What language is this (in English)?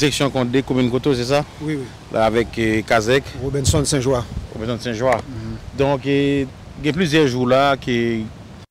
Haitian Creole